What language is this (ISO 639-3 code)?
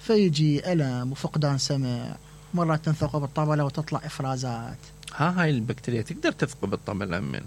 acm